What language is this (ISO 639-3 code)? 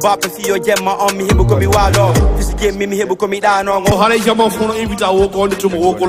ful